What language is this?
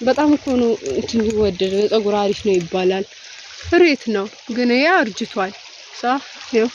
Amharic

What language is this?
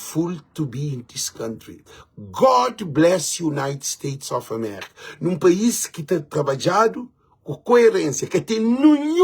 Kabuverdianu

